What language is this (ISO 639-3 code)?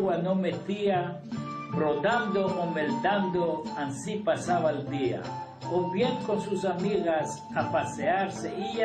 lad